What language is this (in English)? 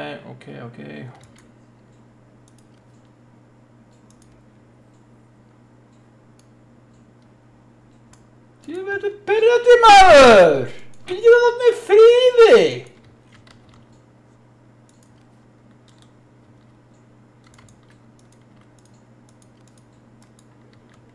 Icelandic